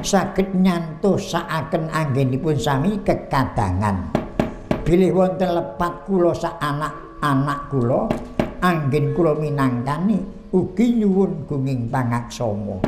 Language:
Javanese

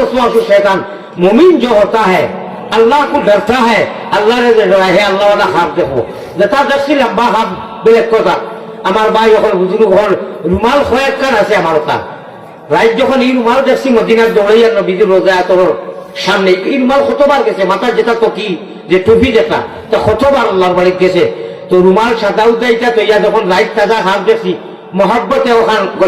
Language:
Sylheti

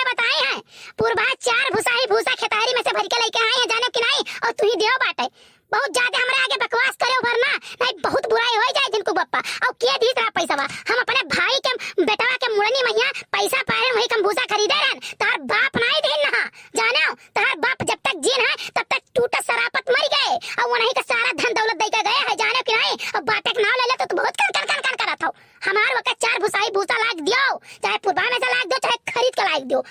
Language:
Awadhi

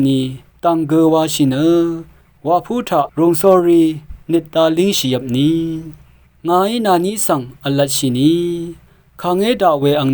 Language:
Rawang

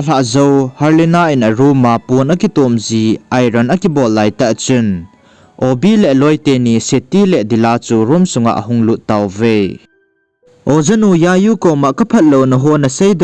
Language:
Thado Chin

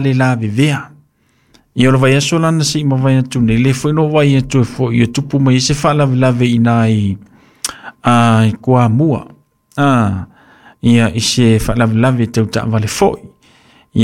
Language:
Samoan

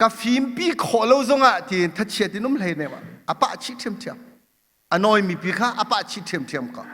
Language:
Hakha Chin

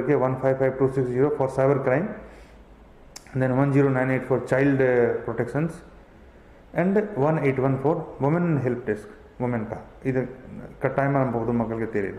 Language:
Tamil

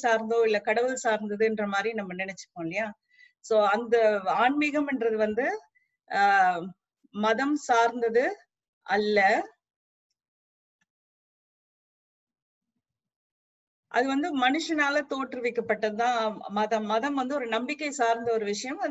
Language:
Tamil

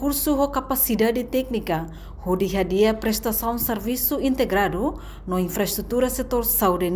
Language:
Tetum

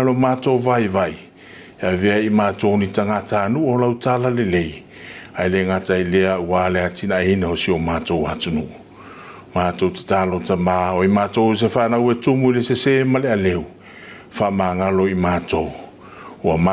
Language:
Samoan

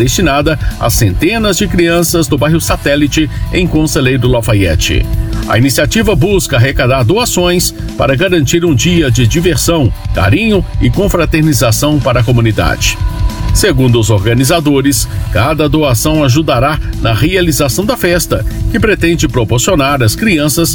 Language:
Portuguese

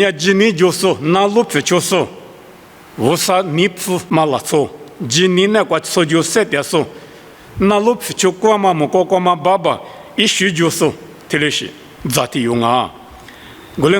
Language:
Lisu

